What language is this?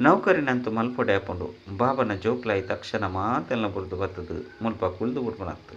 Tulu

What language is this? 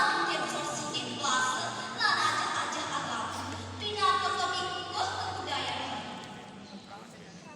Balinese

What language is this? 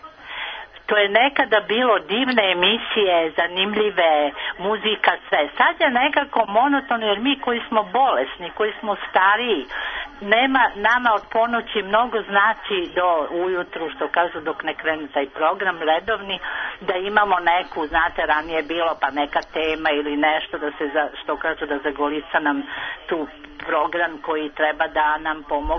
Serbian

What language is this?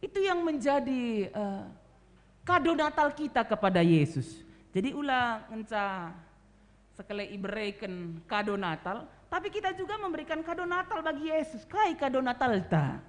Batak Karo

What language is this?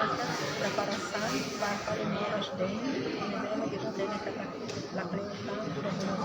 Tetum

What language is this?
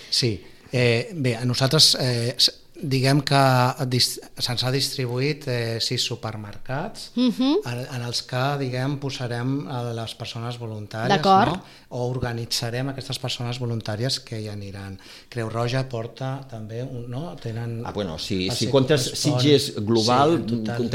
Catalan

